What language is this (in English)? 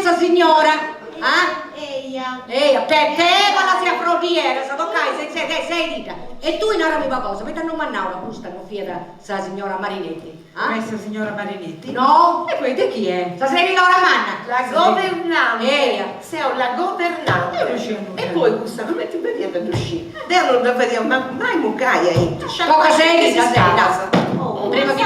Sardinian